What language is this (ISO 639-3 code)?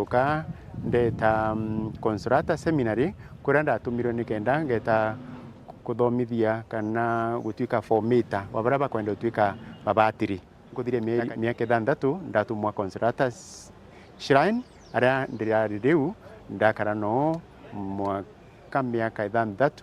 mer